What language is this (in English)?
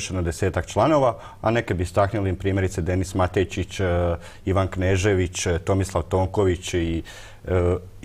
Croatian